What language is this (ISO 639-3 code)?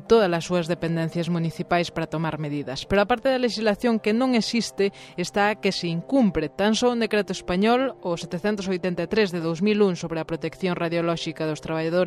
glg